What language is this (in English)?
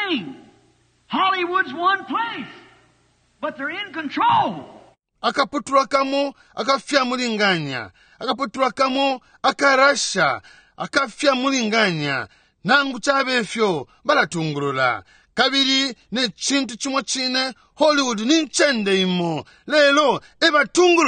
Bemba